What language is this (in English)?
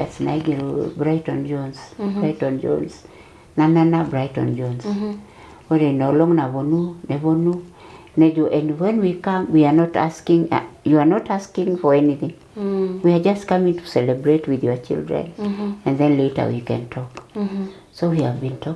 Masai